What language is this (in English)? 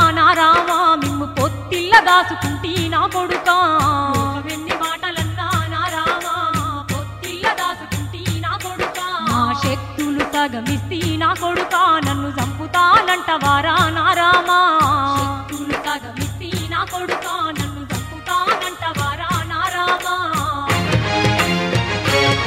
Telugu